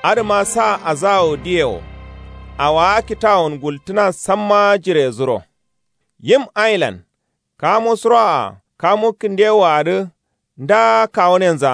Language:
Kanuri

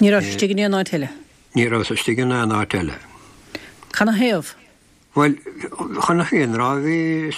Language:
Irish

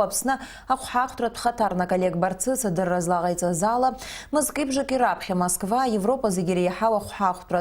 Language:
Abkhazian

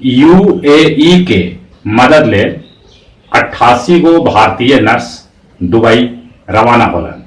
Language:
Magahi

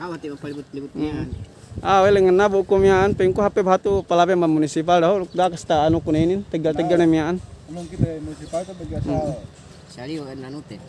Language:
Yakan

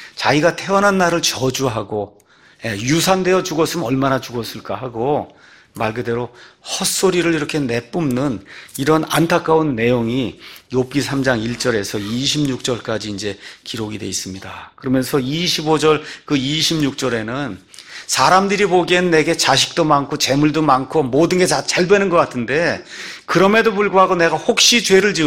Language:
Korean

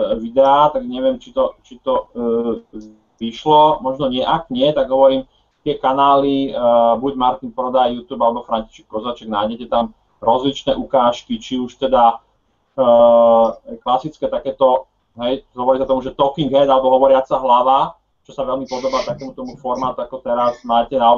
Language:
Slovak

